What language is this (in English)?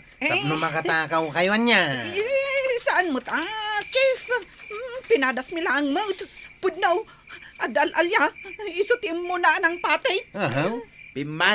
Iloko